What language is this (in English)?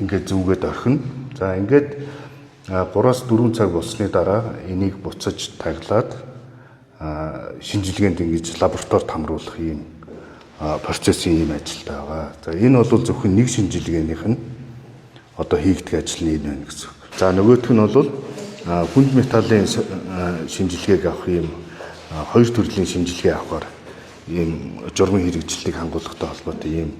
Mongolian